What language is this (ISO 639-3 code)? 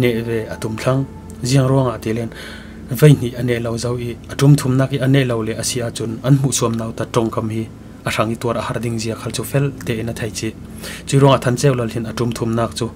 cfm